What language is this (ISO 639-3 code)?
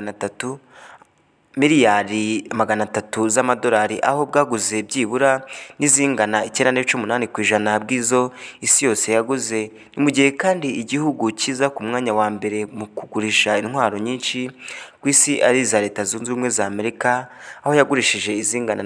kin